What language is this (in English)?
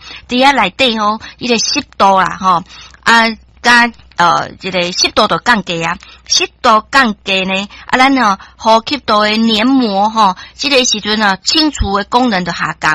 Min Nan Chinese